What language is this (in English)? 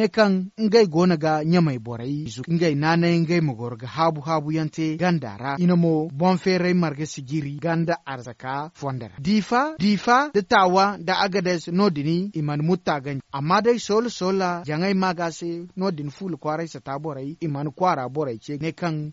Zarma